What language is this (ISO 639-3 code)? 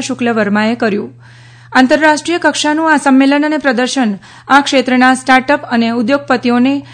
guj